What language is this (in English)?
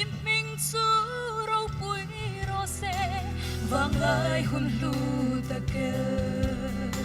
Hmar